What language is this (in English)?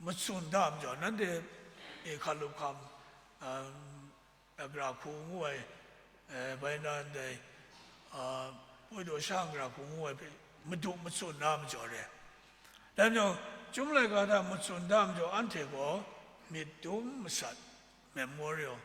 Kachin